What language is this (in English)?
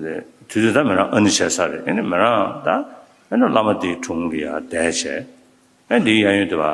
Tibetan